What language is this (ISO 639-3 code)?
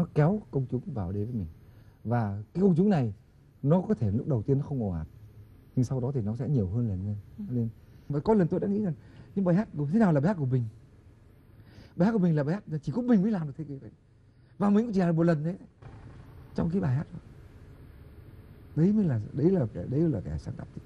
vie